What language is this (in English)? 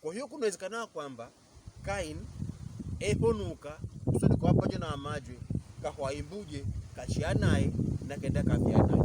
Pokomo